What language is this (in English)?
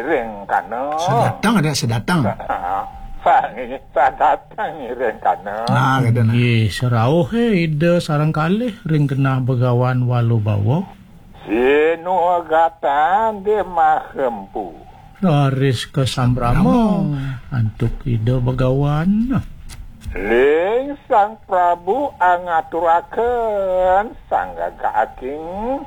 Balinese